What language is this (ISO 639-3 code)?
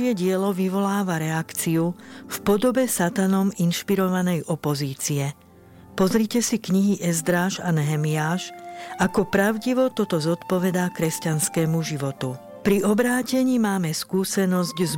slk